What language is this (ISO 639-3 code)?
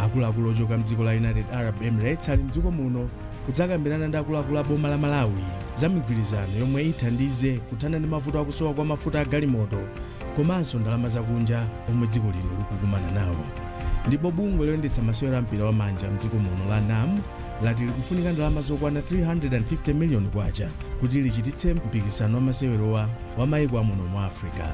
nya